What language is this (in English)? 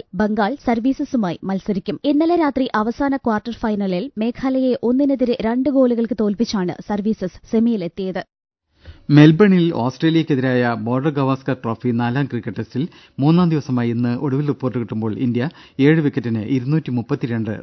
Malayalam